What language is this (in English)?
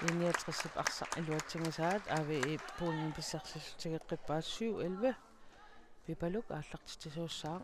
Kalaallisut